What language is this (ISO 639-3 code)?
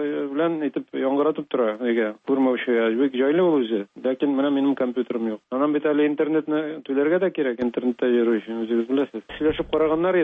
tat